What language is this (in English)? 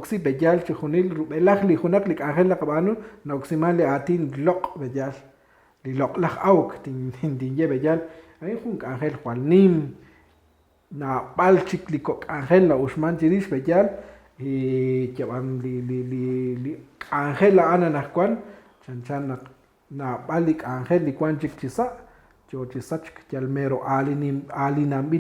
Kekchí